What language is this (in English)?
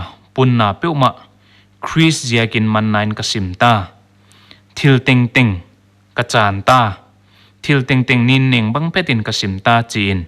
Paite Chin